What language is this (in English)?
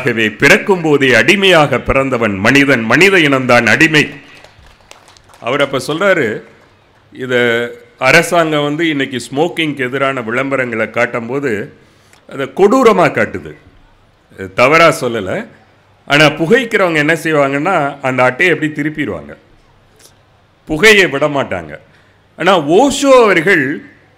Tamil